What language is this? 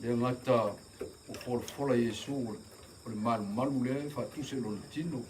Samoan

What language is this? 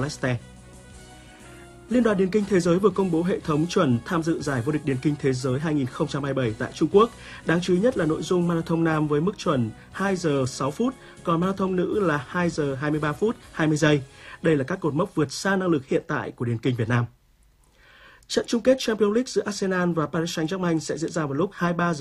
Vietnamese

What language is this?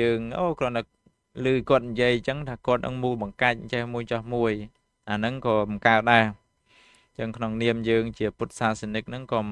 Khmer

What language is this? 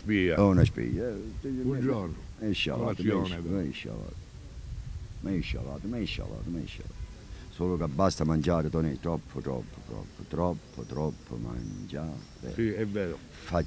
Italian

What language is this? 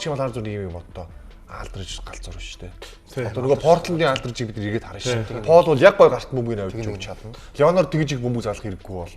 Mongolian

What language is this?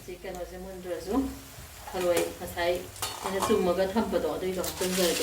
Manipuri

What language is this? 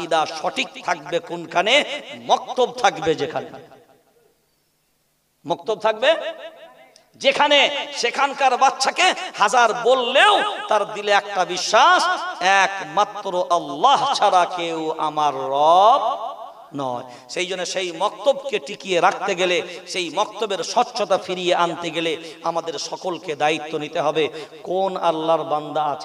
Bangla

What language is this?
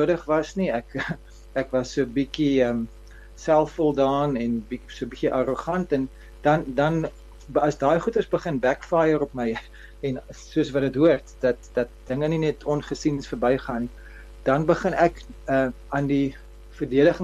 Afrikaans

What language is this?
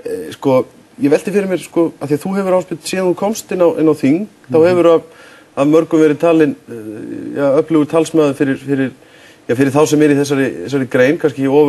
Icelandic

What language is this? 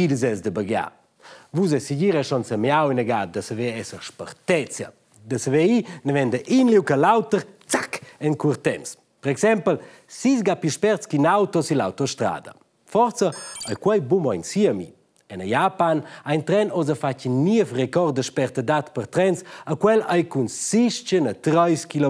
Romansh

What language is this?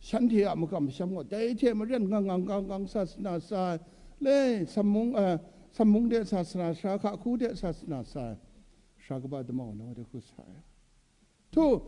Kachin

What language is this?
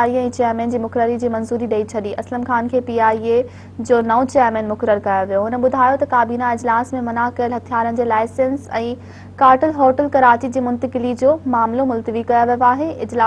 Sindhi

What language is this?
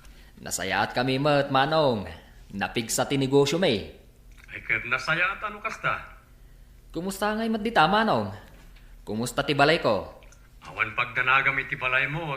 Iloko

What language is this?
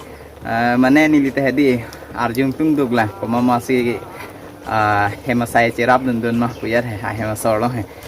Karbi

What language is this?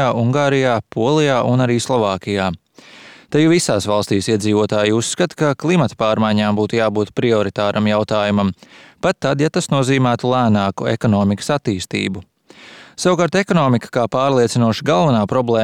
Latvian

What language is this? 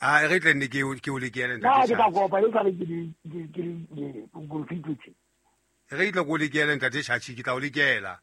Southern Sotho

